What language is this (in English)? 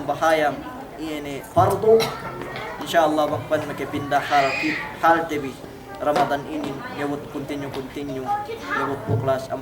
Yakan